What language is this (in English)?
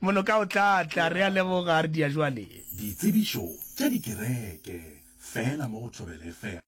Northern Sotho